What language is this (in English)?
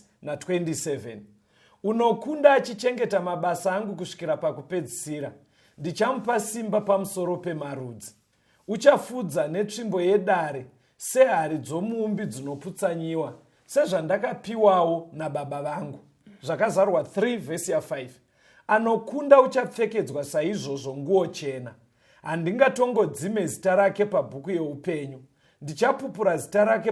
Shona